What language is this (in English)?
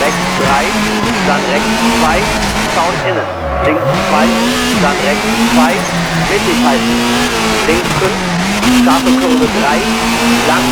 Bavarian